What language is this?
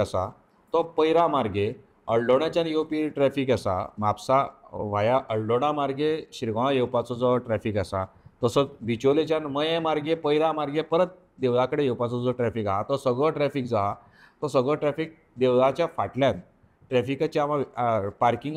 Konkani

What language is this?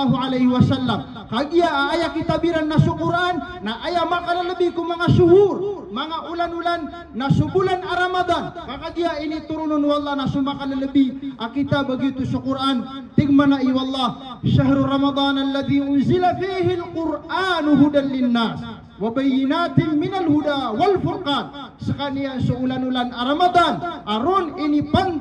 Maranao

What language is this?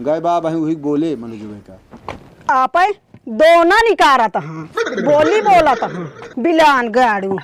Awadhi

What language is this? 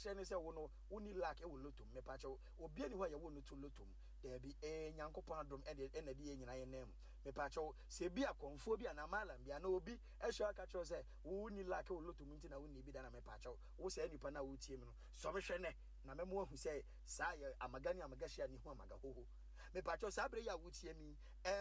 Akan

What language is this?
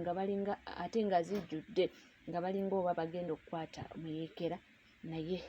Ganda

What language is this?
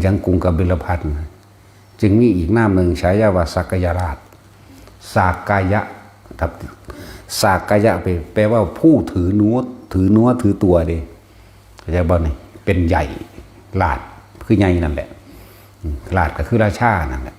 Northeastern Thai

